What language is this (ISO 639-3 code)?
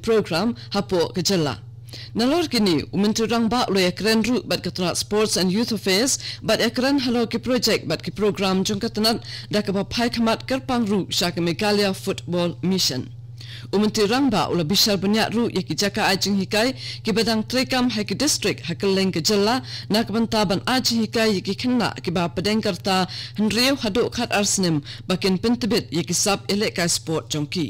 kha